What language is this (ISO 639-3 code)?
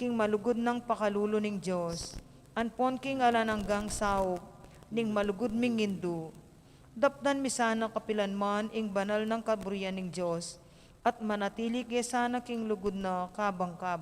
pam